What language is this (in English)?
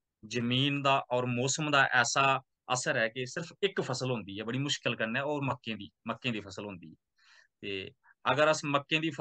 Dogri